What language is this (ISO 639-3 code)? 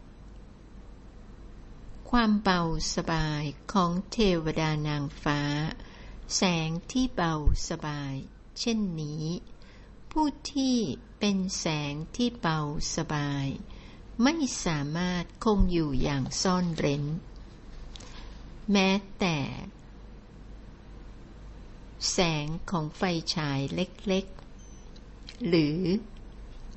tha